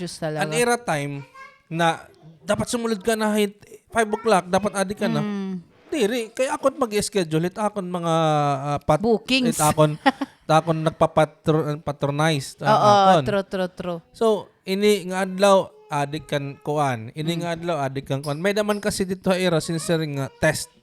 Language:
Waray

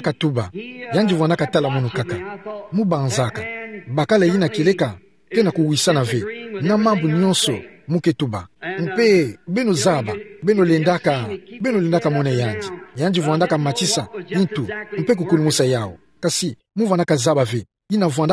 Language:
Kituba (Democratic Republic of Congo)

